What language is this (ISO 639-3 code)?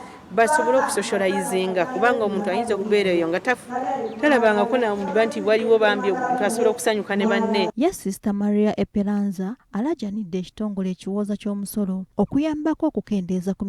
lug